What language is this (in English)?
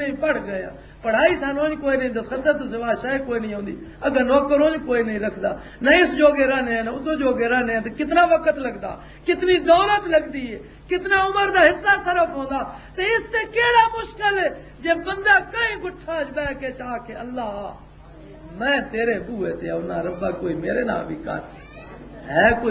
Western Panjabi